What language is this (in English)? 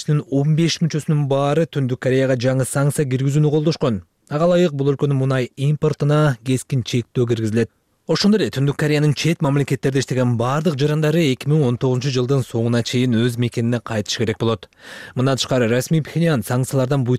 Kyrgyz